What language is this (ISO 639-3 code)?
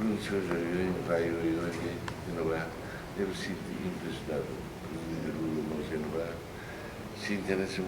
tet